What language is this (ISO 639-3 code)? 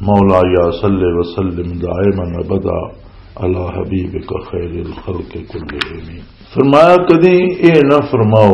lah